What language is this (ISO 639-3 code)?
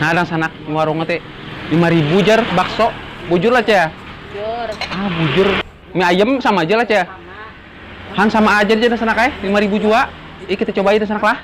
bjn